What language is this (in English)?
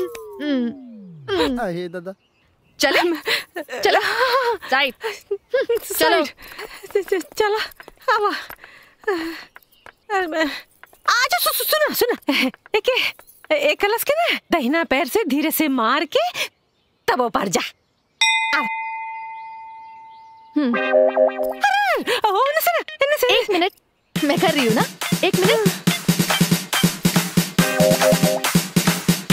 Bhojpuri